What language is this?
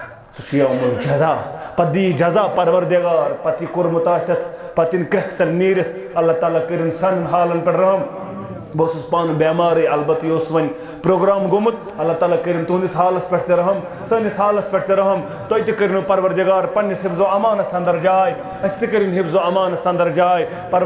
Kashmiri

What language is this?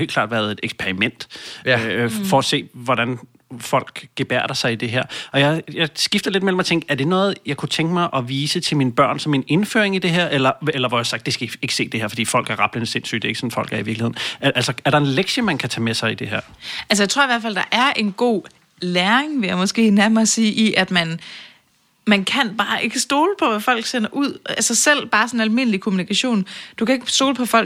Danish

